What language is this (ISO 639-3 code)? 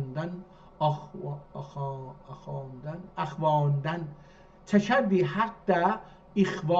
azb